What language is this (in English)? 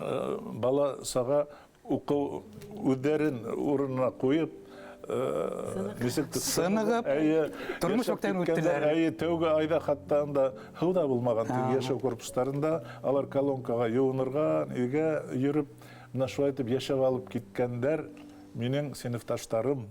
Bashkir